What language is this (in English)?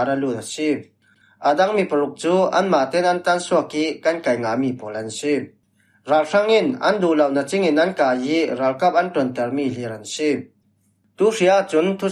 Falam Chin